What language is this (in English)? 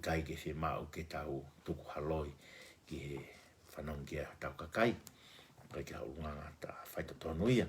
Tongan